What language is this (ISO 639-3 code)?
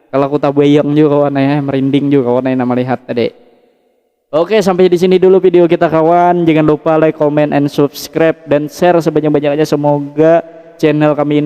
bjn